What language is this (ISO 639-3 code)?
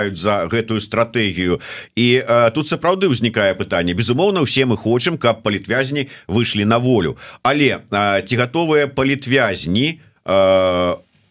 bel